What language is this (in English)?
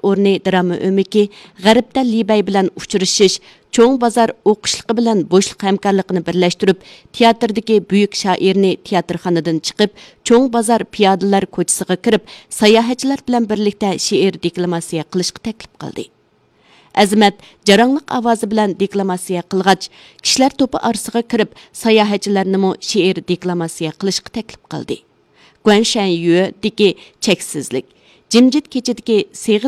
Uyghur